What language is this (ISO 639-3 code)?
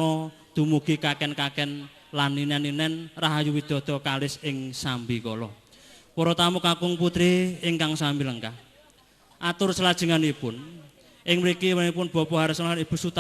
jav